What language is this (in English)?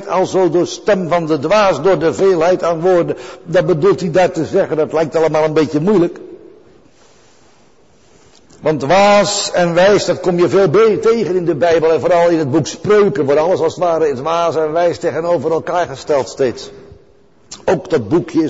Dutch